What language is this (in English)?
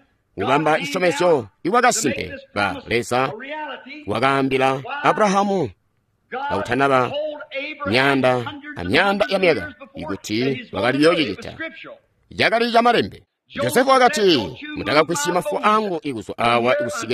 Tonga (Zambia)